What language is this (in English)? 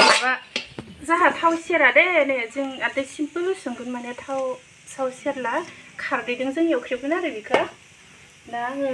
Bodo